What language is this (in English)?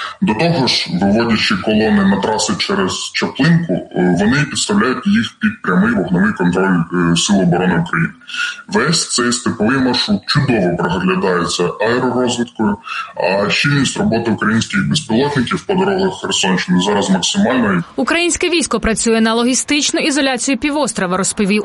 Ukrainian